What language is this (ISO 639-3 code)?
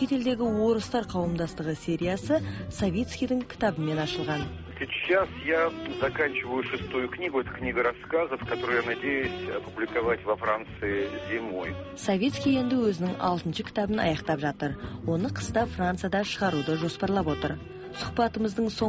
kaz